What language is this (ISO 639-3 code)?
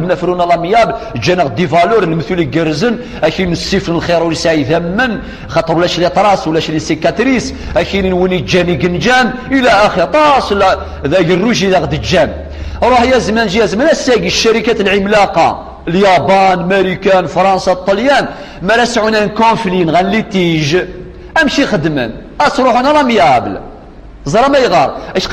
kab